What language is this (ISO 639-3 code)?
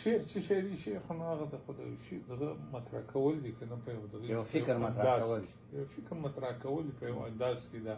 pus